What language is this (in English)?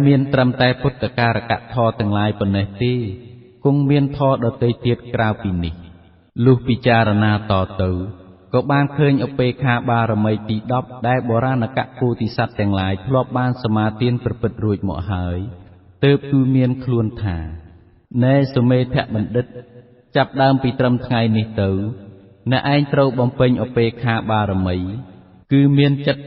Khmer